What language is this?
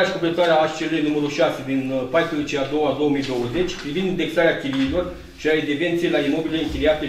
Romanian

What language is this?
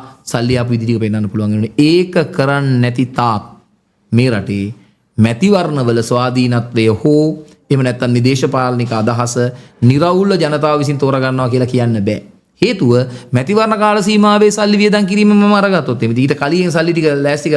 Sinhala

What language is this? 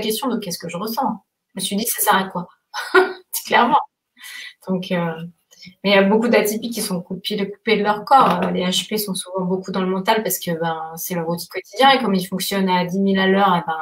French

